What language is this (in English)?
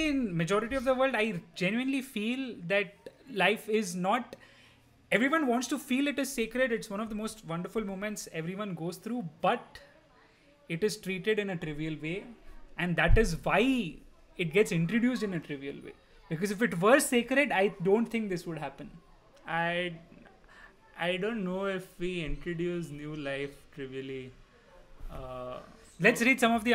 English